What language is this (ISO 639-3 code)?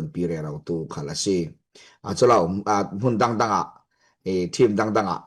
cfm